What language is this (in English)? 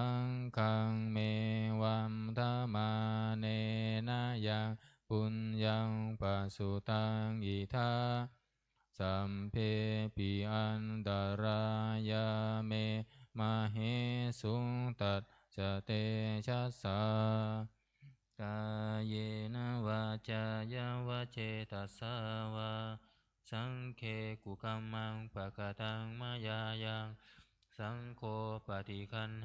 Pali